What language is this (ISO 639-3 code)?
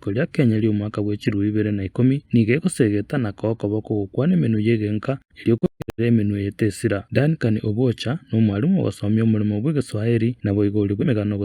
guz